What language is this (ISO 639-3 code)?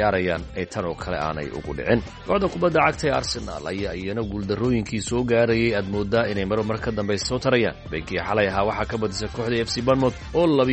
som